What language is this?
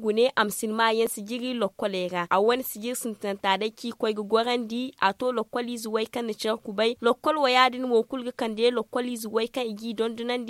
Zarma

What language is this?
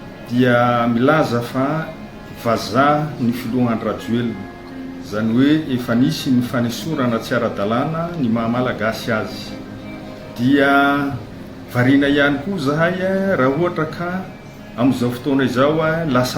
Malagasy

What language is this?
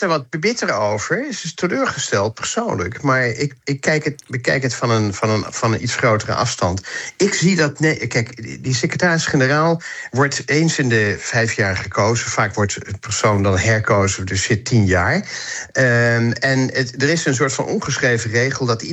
Dutch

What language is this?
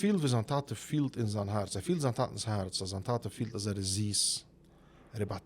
Yiddish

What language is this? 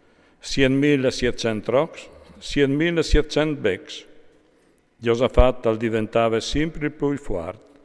Friulian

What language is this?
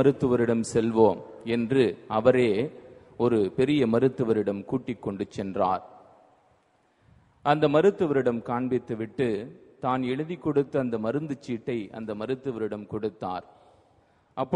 Tamil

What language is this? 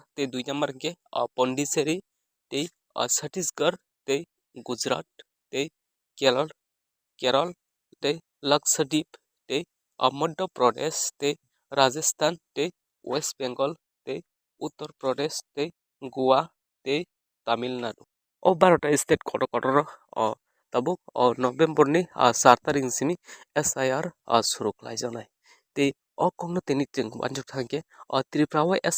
Kok Borok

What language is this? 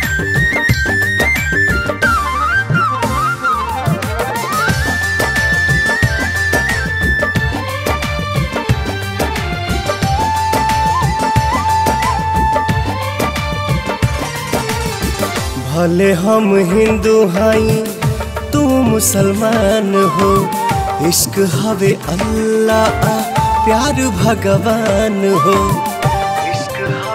Bhojpuri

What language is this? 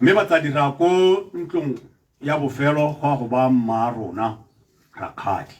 Tswana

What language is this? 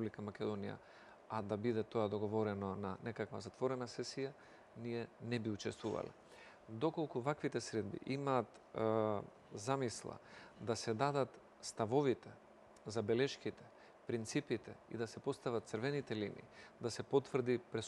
Macedonian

